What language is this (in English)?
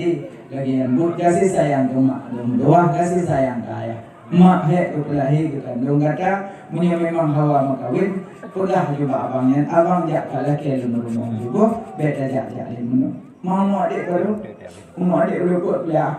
Achinese